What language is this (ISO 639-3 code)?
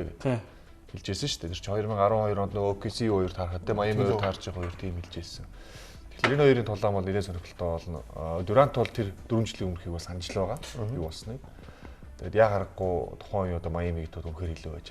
mon